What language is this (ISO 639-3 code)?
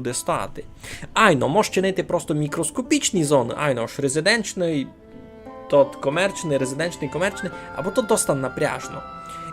rue